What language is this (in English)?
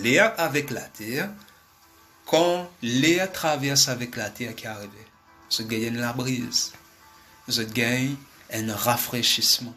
Morisyen